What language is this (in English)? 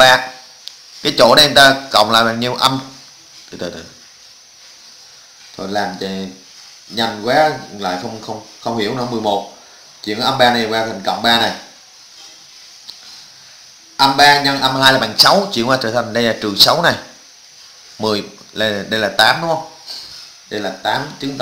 Vietnamese